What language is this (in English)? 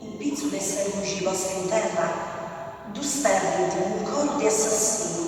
Sardinian